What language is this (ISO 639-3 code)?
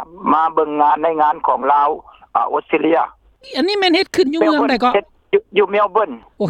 lao